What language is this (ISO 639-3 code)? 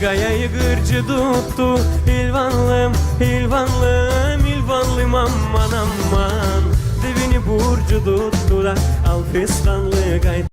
gag